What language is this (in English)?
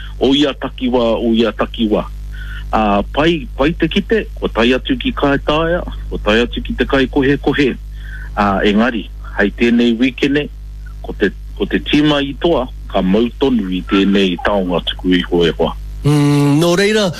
Māori